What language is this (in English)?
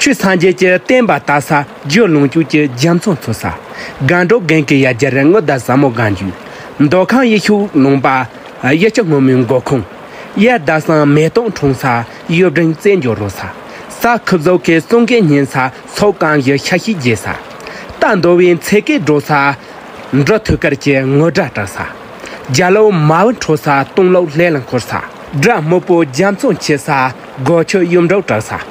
Tibetan